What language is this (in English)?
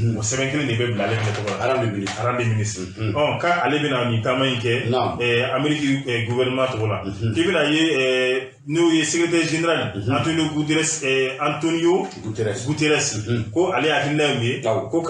Bambara